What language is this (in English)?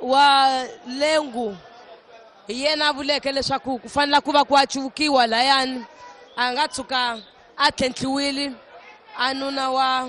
Tsonga